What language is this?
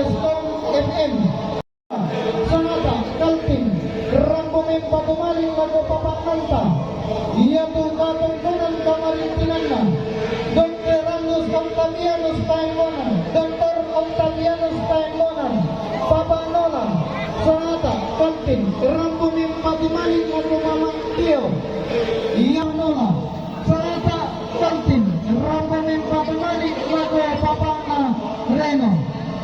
Toraja-Sa'dan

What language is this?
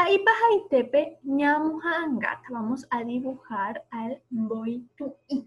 Guarani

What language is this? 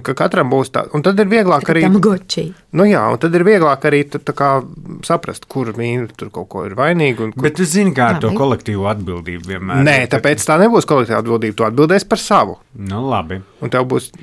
Latvian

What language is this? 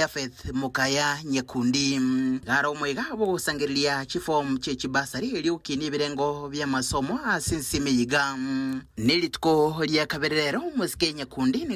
Gusii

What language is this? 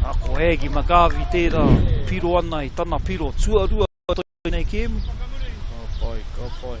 Māori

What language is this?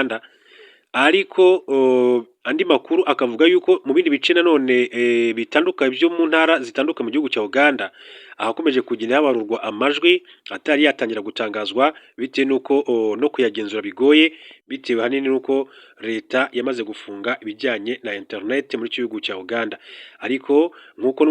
Kinyarwanda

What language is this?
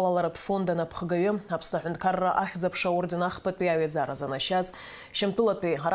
Abkhazian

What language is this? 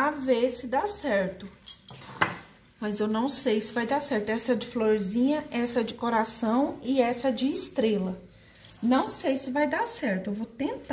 Portuguese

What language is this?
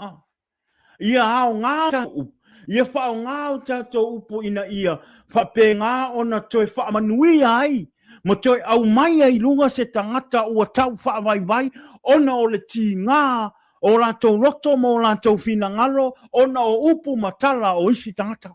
Samoan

